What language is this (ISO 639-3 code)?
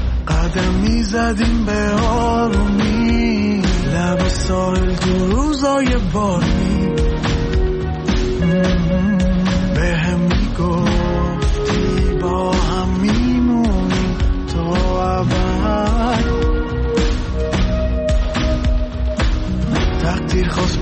fas